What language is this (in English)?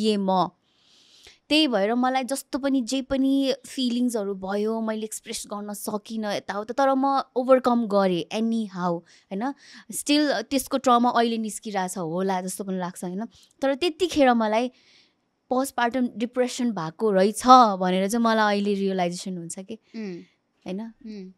Nepali